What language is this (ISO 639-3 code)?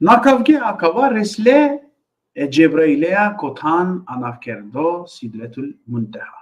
rmn